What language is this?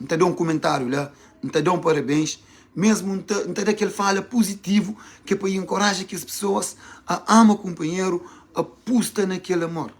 Kabuverdianu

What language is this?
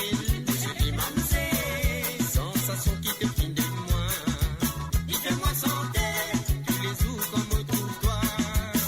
Morisyen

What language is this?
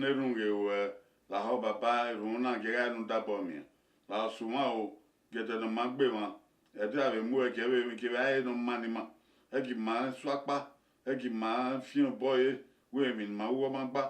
Bini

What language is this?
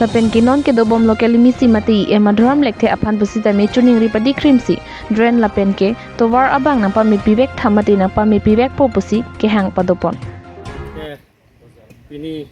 Karbi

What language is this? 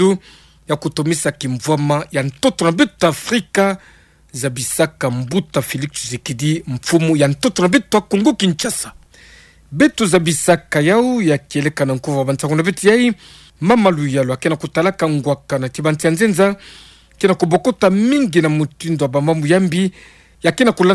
Kituba (Democratic Republic of Congo)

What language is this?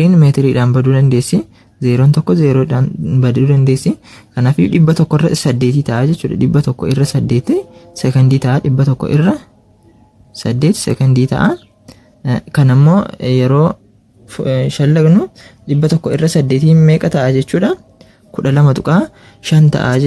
Oromo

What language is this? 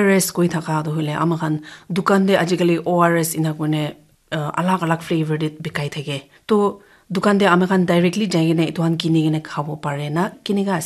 Naga Pidgin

